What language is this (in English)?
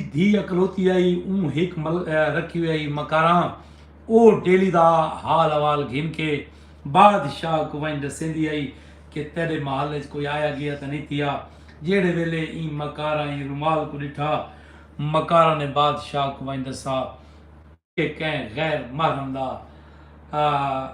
Saraiki